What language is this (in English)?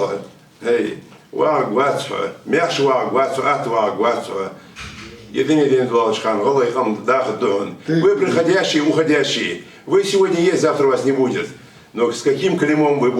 Ingush